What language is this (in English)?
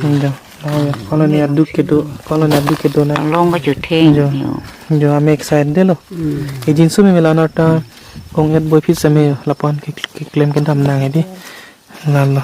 Karbi